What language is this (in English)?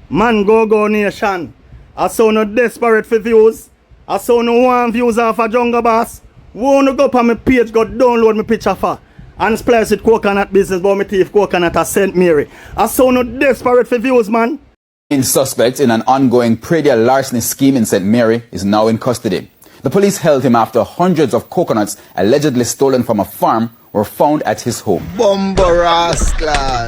Jamaican Creole English